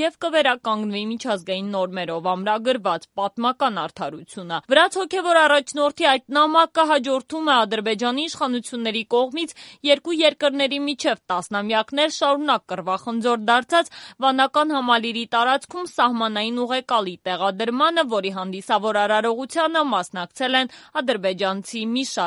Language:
Armenian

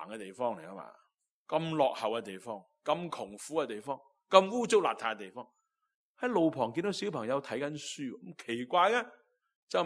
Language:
Cantonese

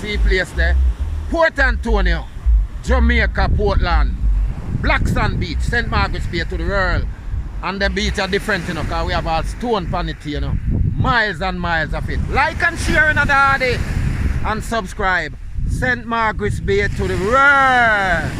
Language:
Jamaican Creole English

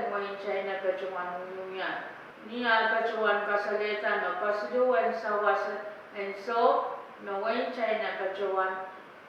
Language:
Pohnpeian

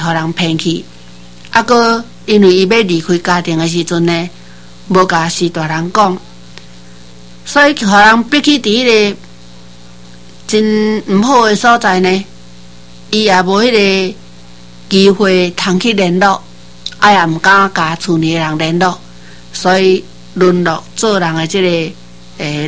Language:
Min Nan Chinese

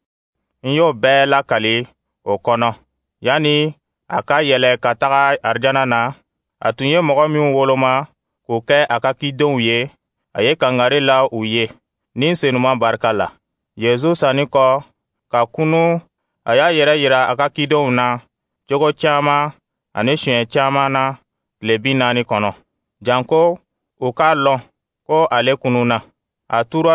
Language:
Dyula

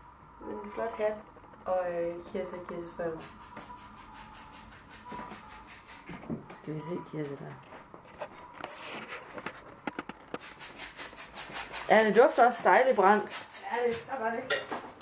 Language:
Danish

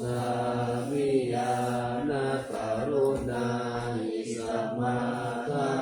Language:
Pali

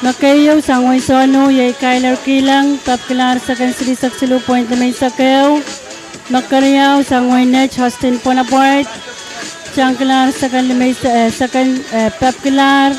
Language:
Pohnpeian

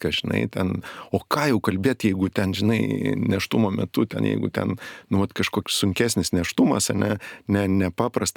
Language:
Lithuanian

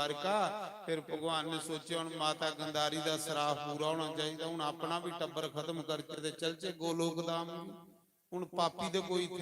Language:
Dogri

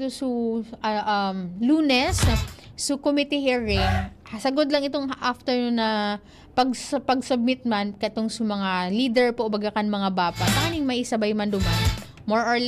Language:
Bikol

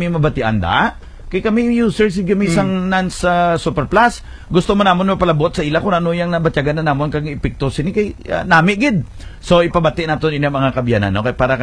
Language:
Hiligaynon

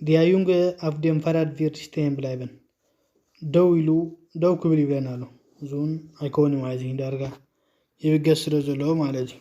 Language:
Tigrinya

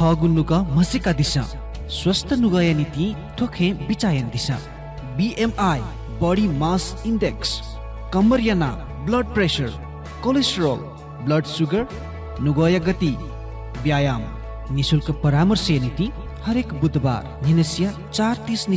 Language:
Newari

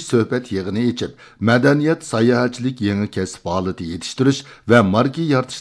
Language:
Uyghur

